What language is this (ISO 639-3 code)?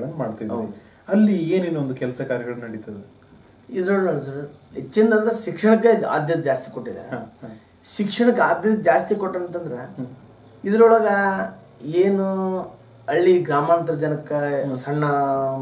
kan